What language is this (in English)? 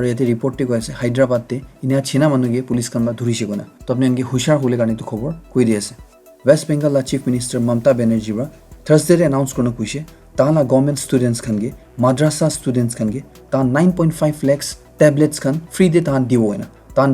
Naga Pidgin